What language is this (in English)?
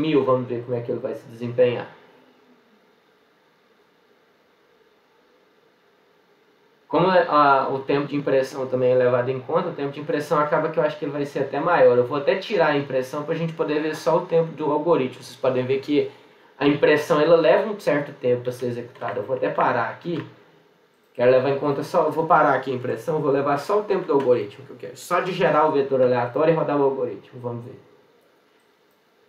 Portuguese